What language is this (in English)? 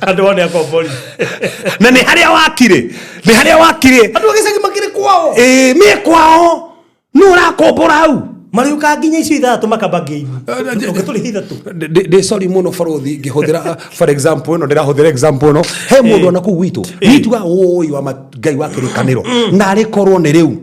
Kikuyu